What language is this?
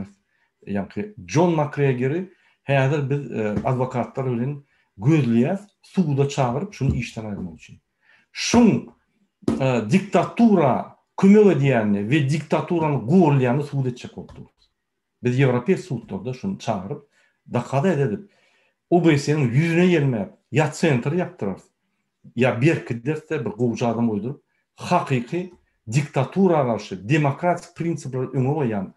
Turkmen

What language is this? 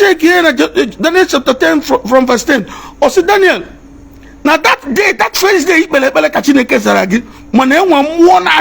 Igbo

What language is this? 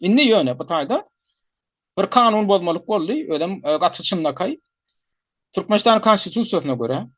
Turkmen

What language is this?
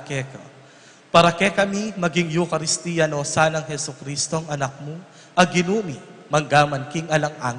Pampanga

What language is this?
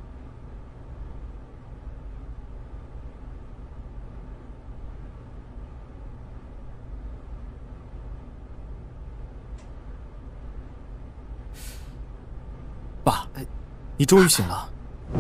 Chinese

